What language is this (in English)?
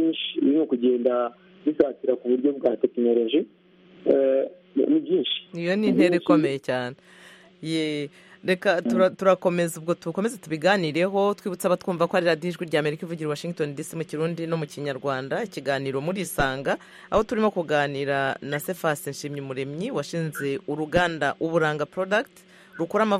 Kinyarwanda